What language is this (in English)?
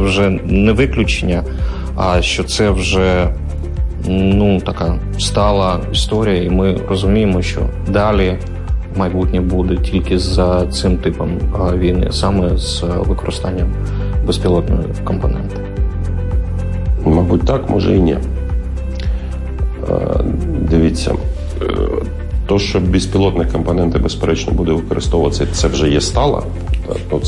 Ukrainian